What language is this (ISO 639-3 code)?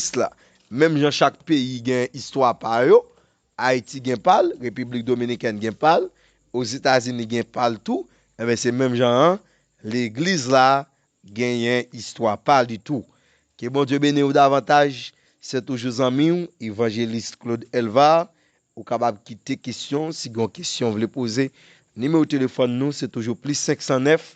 hat